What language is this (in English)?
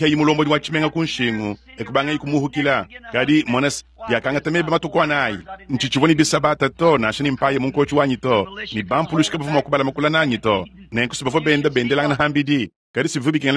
Luba-Lulua